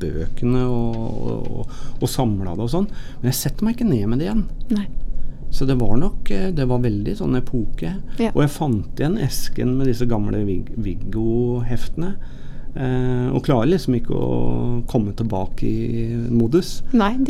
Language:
Norwegian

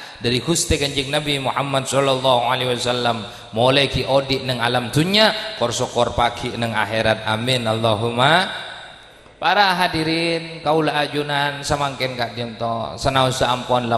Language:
Madurese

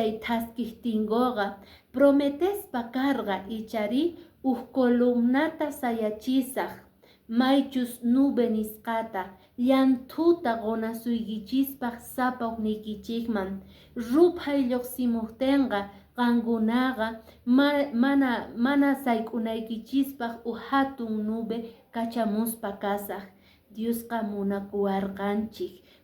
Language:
Quechua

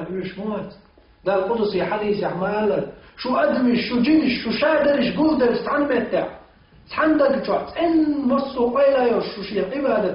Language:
Chechen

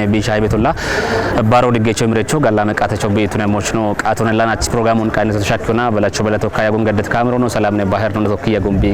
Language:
Kafa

